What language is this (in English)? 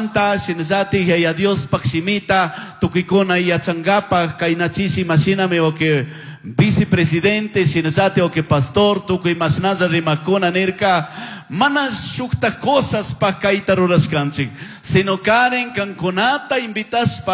Chimborazo Highland Quichua